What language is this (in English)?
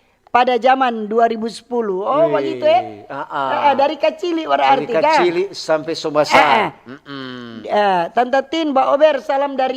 Manado Malay